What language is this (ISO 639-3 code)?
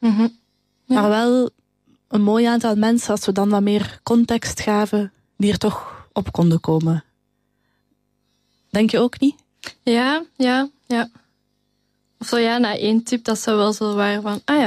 nld